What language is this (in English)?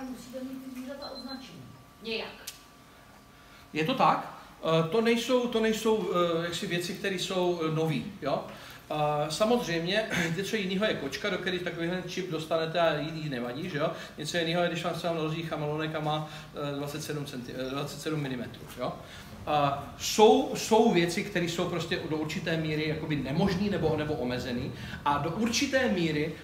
Czech